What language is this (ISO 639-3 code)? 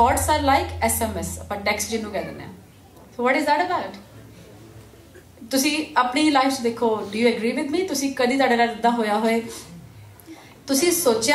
pan